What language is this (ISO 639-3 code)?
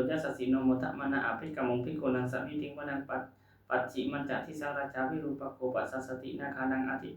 pli